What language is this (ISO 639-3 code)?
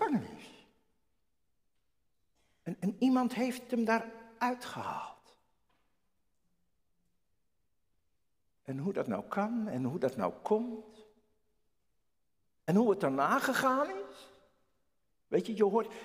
nld